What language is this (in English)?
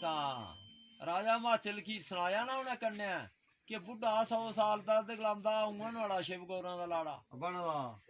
Dogri